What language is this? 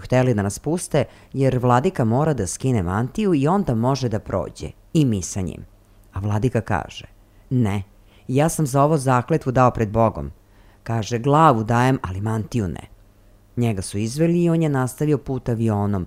Serbian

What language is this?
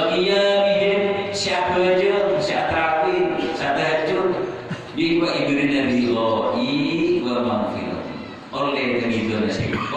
Madurese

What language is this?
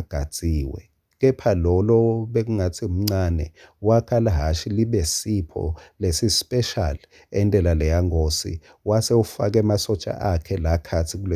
Swati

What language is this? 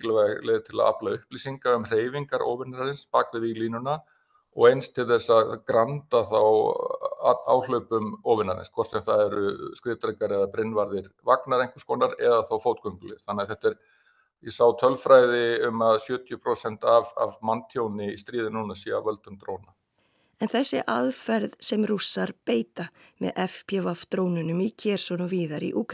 Icelandic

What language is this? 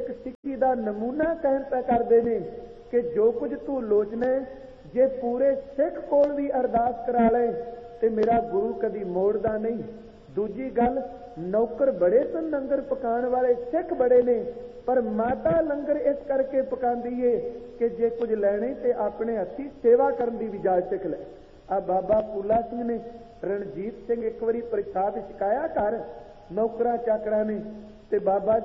Punjabi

